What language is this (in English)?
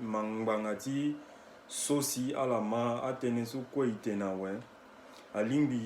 Sango